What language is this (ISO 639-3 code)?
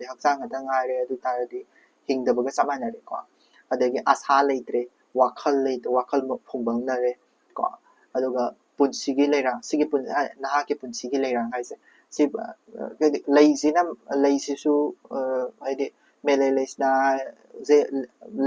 mni